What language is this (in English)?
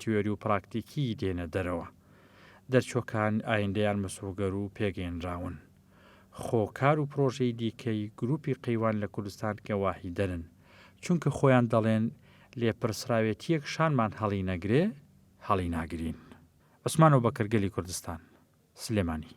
Central Kurdish